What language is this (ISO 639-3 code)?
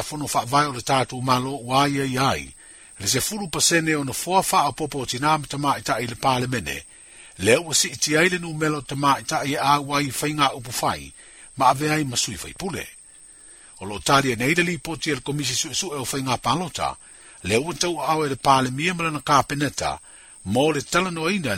smo